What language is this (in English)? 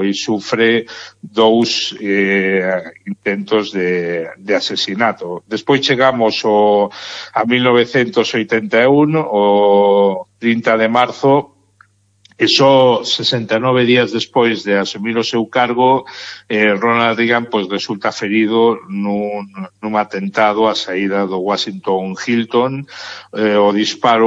Galician